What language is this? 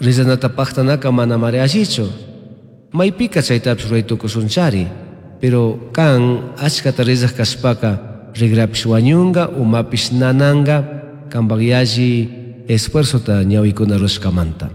Chimborazo Highland Quichua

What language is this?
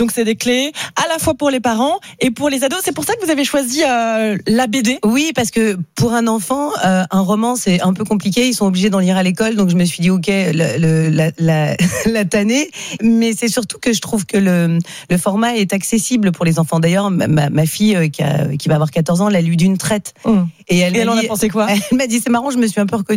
French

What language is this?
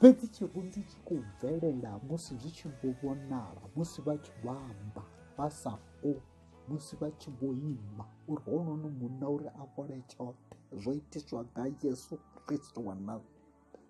Venda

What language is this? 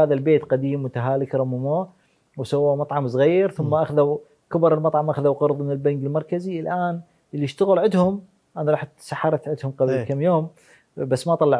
Mesopotamian Arabic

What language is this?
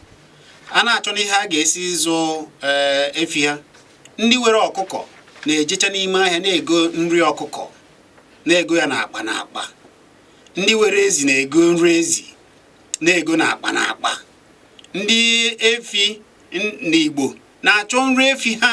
Igbo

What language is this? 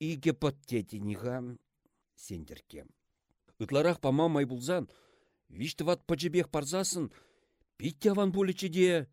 Chuvash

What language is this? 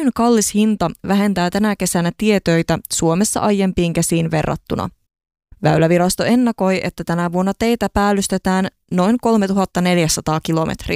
Finnish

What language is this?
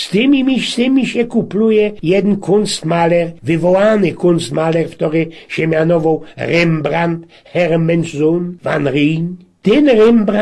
Silesian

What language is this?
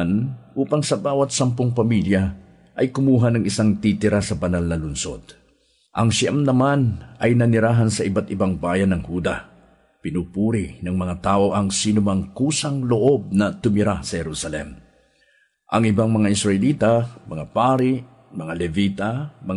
Filipino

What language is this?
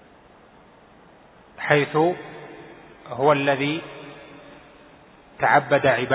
Arabic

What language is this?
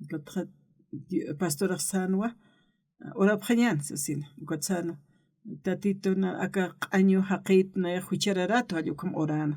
Aymara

